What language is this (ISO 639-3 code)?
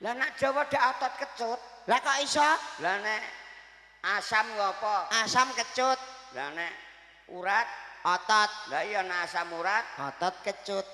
jav